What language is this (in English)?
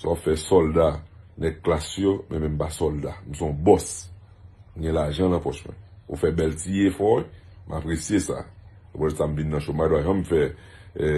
Haitian Creole